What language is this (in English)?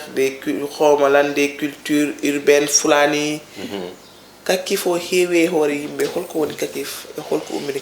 Fula